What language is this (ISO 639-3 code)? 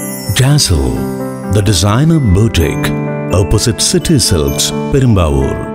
mal